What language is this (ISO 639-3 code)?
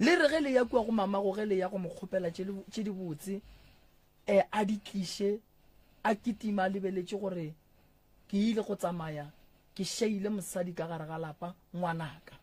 nso